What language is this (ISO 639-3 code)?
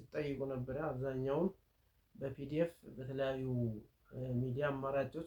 amh